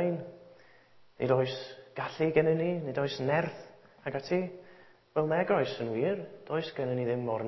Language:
Welsh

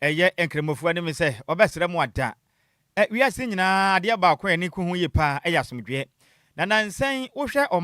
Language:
Akan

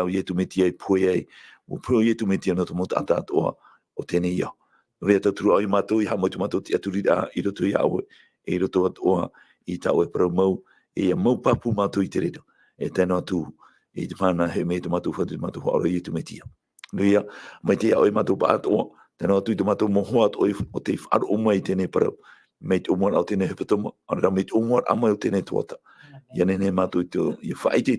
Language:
Tahitian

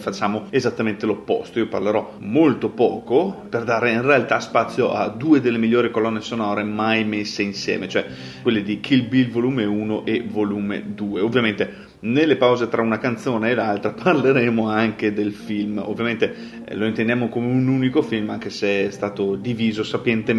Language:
Italian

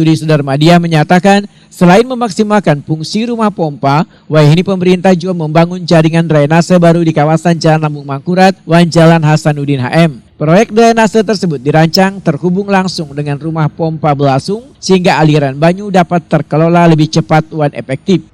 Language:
Banjar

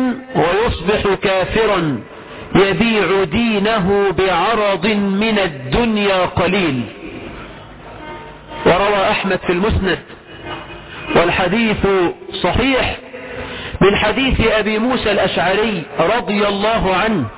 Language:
Arabic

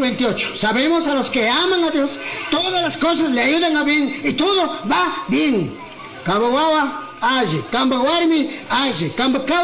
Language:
Chimborazo Highland Quichua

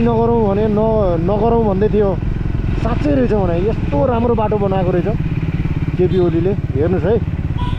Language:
Nepali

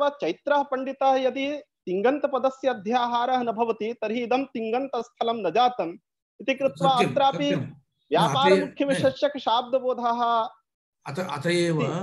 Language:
Sanskrit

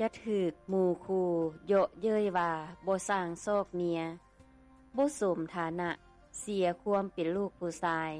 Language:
Lao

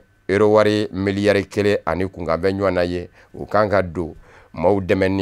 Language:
Bambara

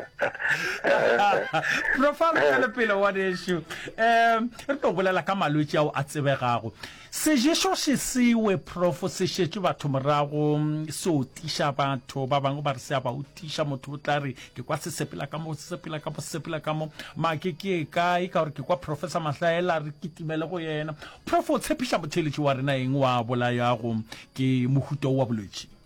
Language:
Northern Sotho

